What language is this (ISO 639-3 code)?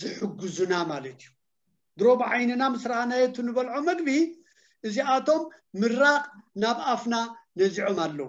tir